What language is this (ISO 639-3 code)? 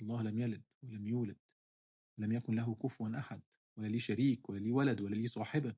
arz